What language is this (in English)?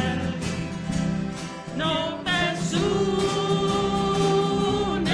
Danish